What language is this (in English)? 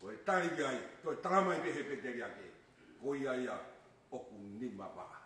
Tongan